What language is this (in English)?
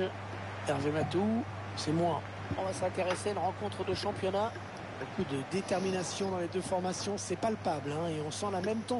French